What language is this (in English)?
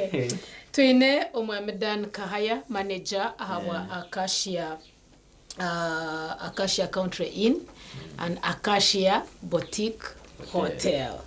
Nyankole